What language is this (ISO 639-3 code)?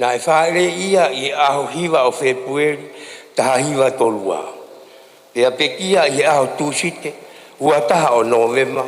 ton